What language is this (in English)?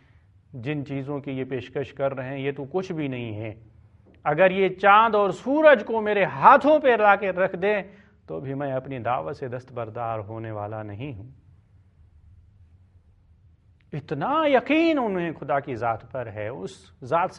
Urdu